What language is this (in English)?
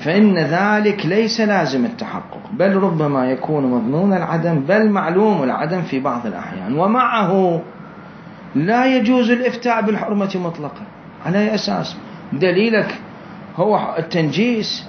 Mesopotamian Arabic